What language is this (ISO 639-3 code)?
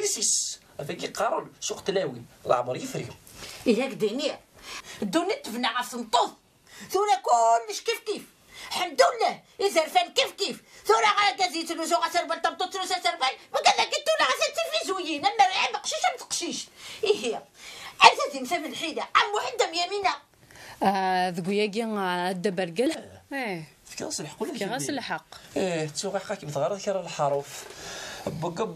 kab